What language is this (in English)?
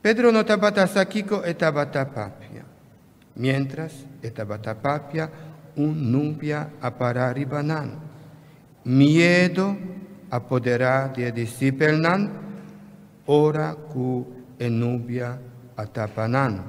Papiamento